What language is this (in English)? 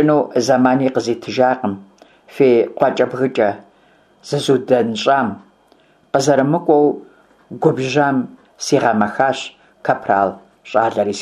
Kabardian